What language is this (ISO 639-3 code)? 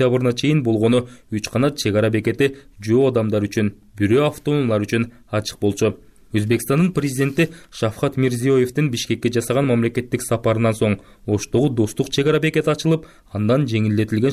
kir